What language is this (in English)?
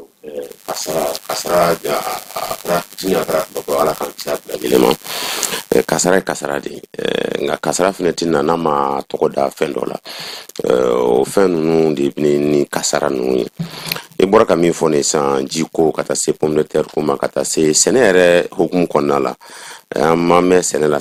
Bambara